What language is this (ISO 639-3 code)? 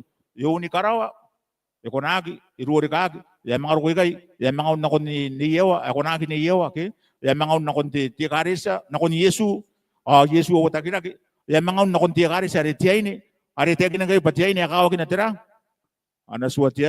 gil